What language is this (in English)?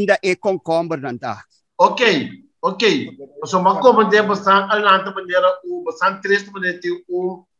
Papiamento